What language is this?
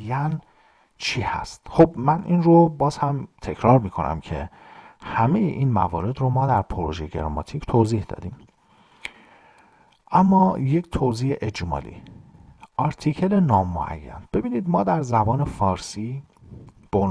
Persian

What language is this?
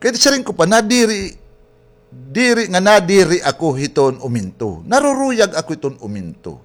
Waray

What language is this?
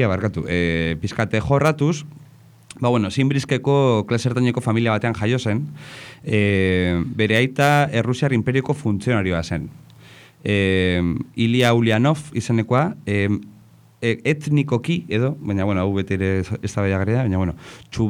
Basque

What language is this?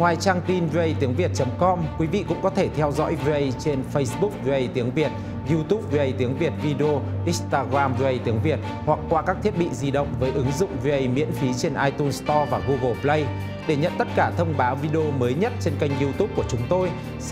Vietnamese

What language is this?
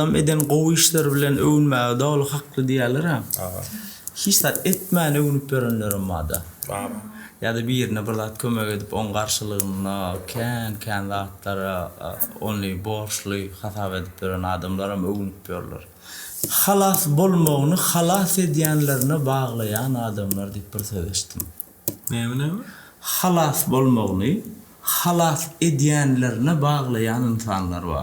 Turkmen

